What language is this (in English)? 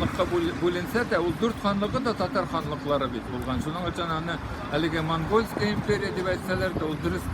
Tatar